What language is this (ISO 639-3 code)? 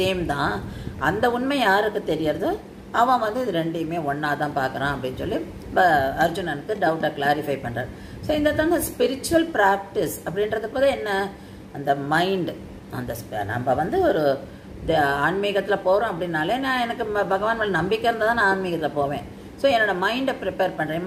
tam